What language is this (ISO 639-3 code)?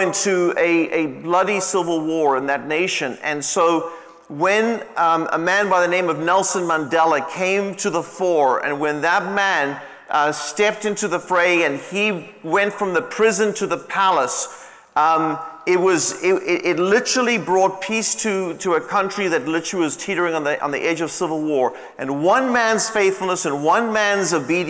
eng